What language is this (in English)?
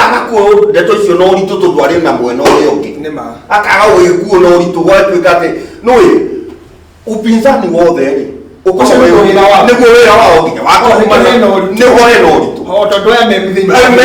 Kikuyu